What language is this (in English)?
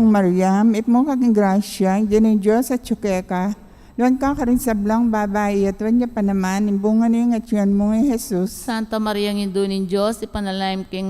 Pampanga